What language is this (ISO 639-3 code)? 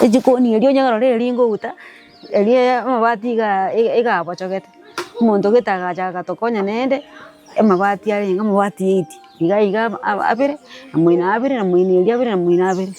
guz